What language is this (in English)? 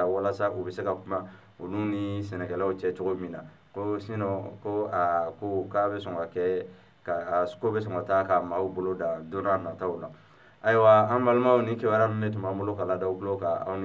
Bambara